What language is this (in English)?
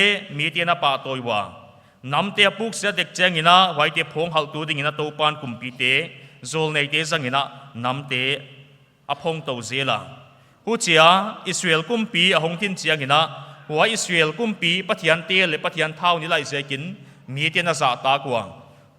Paite Chin